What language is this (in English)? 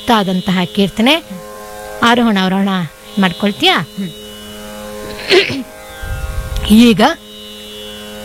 Kannada